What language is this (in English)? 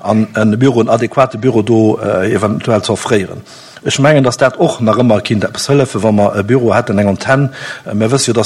Luxembourgish